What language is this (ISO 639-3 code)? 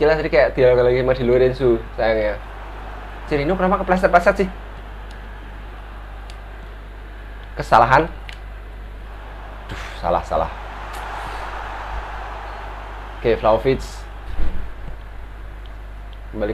ind